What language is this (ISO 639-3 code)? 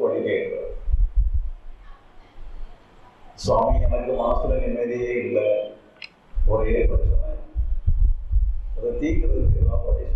tam